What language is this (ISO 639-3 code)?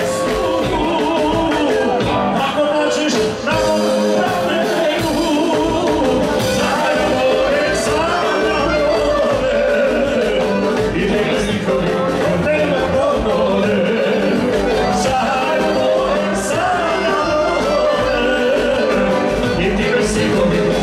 srp